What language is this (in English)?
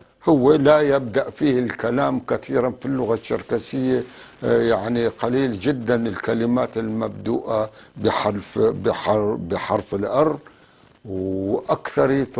North Levantine Arabic